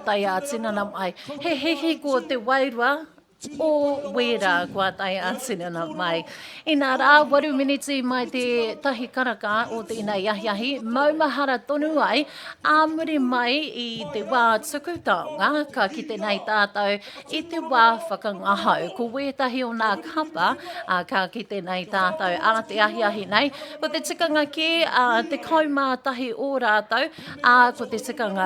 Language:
Māori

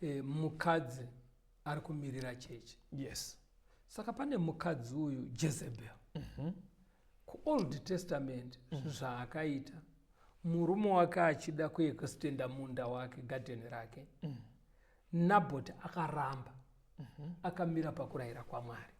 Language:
Shona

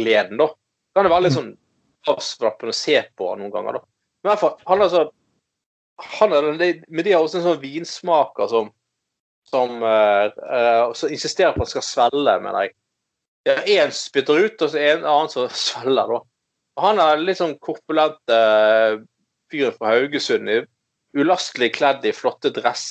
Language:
Norwegian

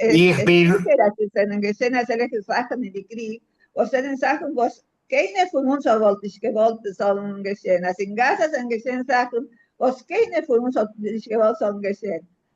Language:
Yiddish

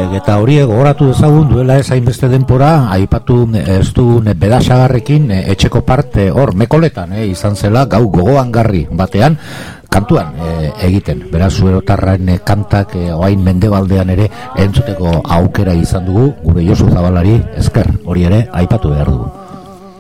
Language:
Basque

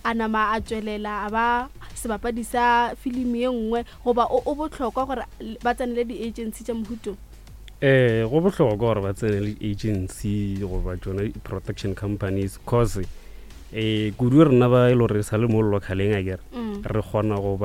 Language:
Northern Sotho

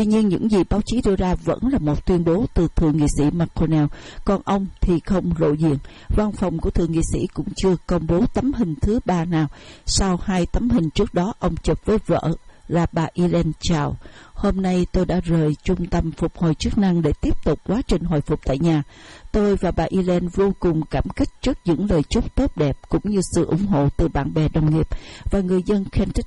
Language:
Vietnamese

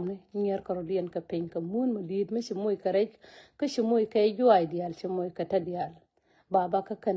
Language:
Nuer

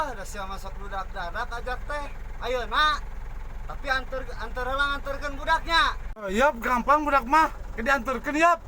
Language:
Sundanese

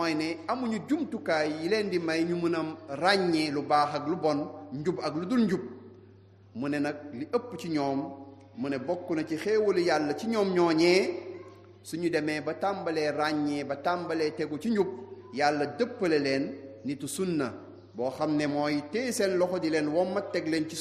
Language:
Wolof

